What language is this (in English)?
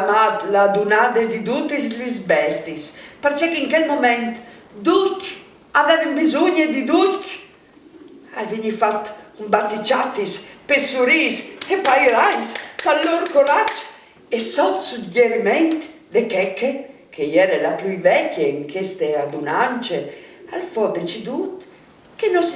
Friulian